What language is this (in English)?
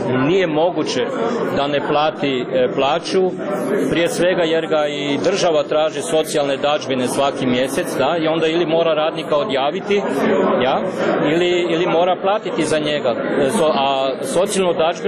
Croatian